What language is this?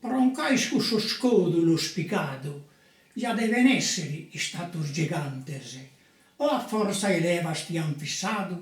Sardinian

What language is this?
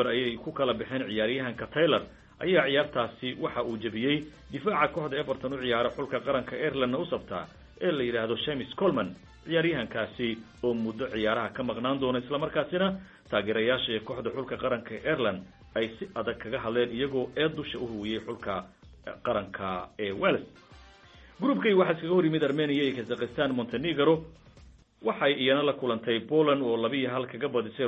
Somali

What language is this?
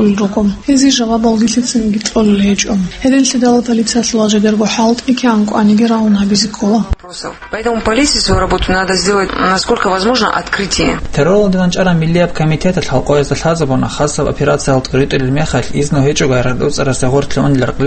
Avaric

